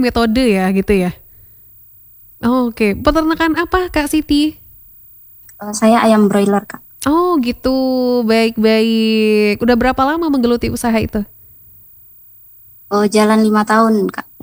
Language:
Indonesian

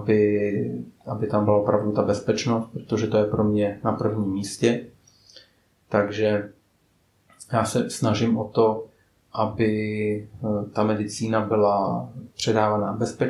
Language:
Czech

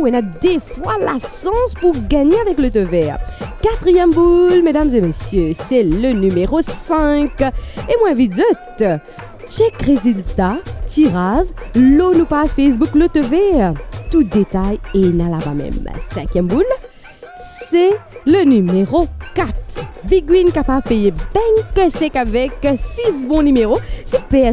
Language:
Morisyen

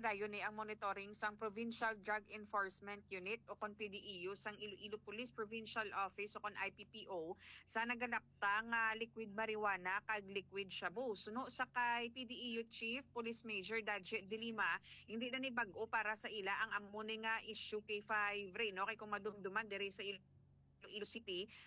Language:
Hiligaynon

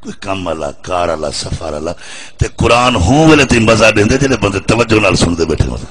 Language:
Saraiki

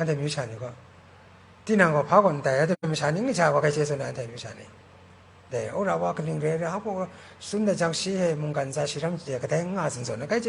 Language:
Kachin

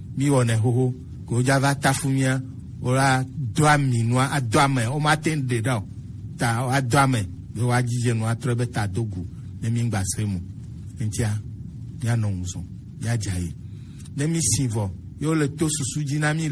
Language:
Gen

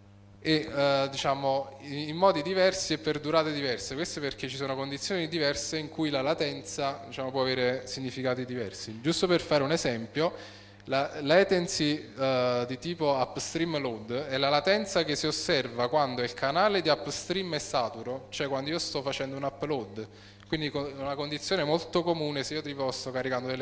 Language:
Italian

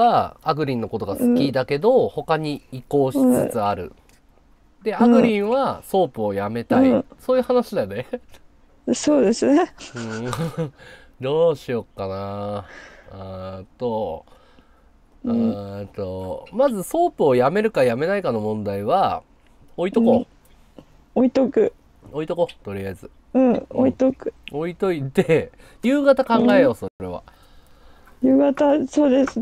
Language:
Japanese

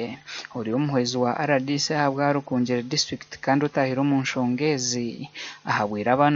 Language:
Nyankole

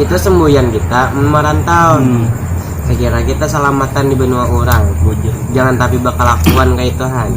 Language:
Banjar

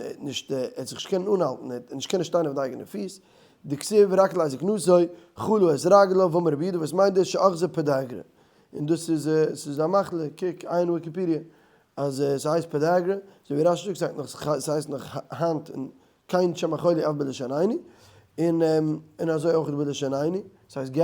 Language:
Yiddish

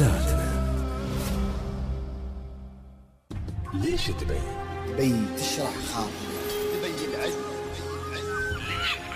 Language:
Gulf Arabic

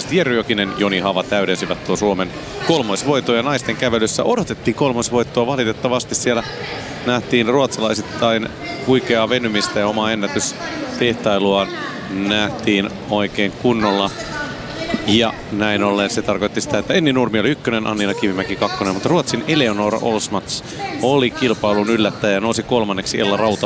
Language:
Finnish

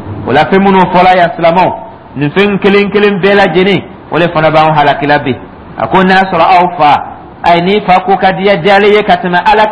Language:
Dyula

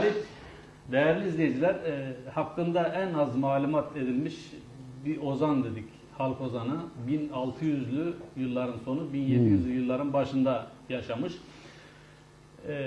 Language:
Turkish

